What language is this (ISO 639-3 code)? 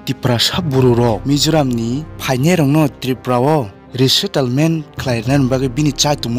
trp